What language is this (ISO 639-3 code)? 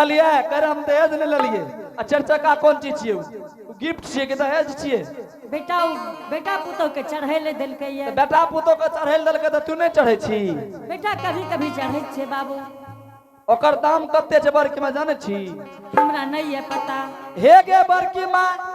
anp